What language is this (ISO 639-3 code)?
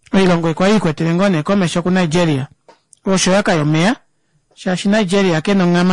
kua